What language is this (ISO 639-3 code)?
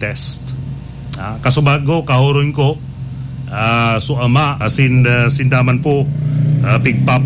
bik